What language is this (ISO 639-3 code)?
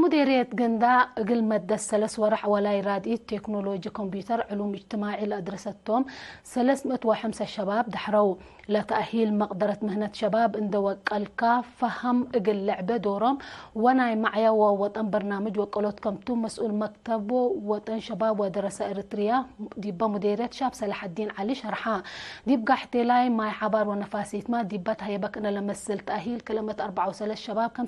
tig